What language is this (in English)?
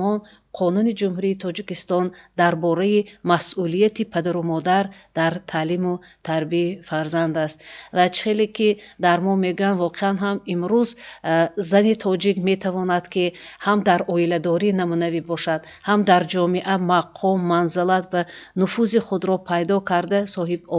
Tajik